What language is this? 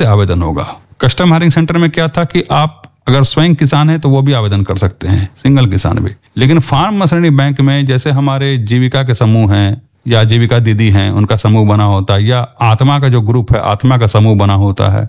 Hindi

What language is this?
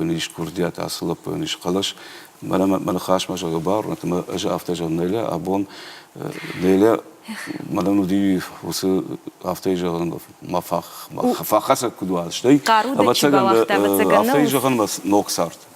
Ossetic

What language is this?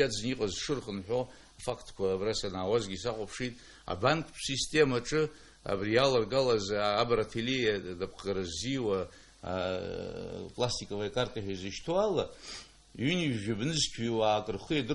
Abkhazian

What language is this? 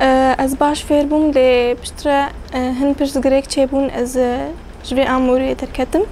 Kurdish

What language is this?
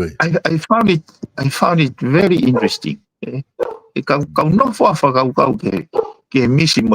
Tongan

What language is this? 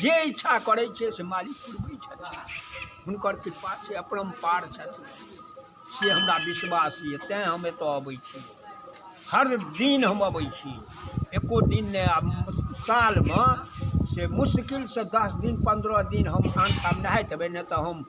Maithili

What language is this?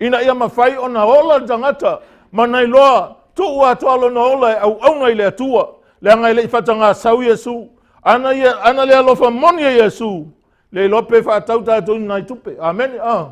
Samoan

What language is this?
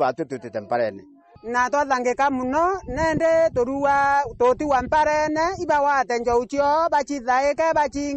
Meru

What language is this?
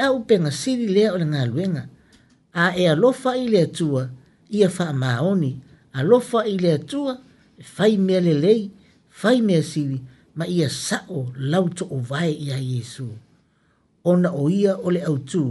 Samoan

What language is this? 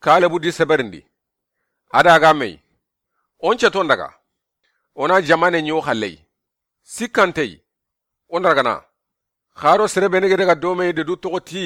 Soninke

